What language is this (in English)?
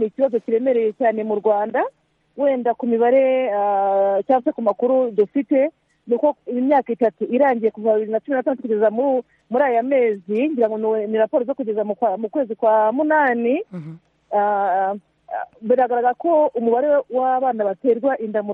Kinyarwanda